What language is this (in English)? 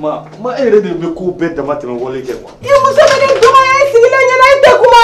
Bambara